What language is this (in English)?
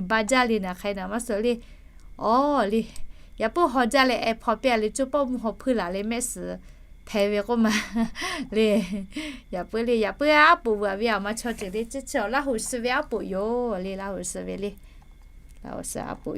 Lahu